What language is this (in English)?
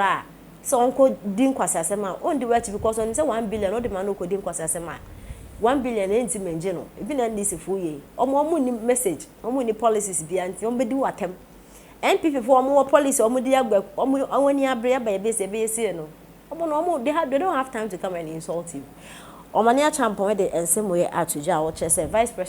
Akan